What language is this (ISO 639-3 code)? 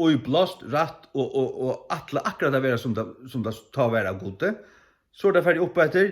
fao